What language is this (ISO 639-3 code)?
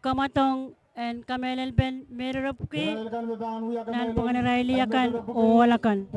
pon